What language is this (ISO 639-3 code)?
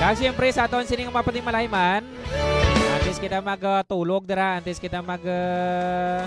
hil